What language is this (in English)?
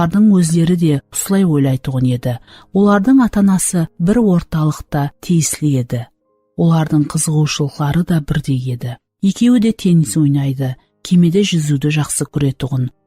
Kara-Kalpak